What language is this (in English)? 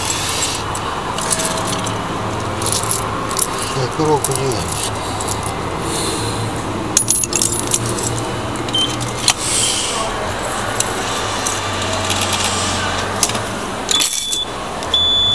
Japanese